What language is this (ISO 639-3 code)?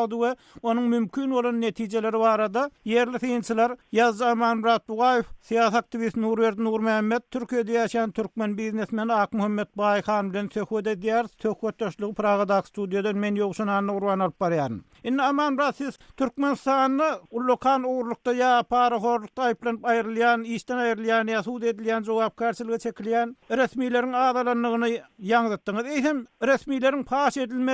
tuk